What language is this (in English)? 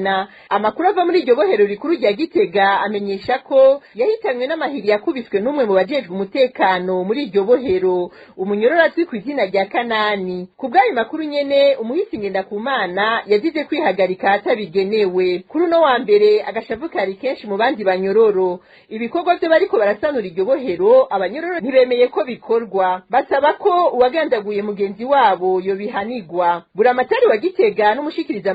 Rundi